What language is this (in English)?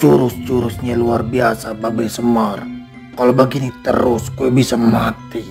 Betawi